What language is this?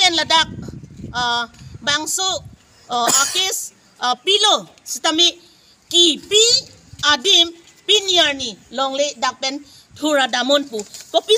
Karbi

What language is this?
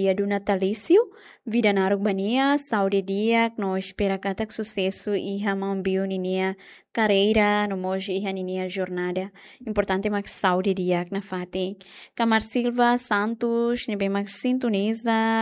Tetum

